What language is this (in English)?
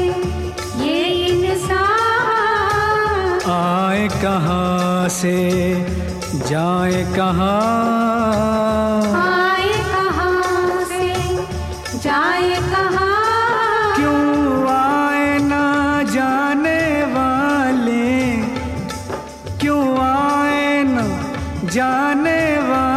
Hindi